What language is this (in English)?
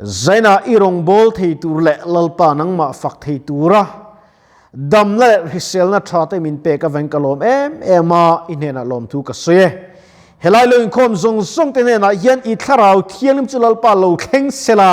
Mizo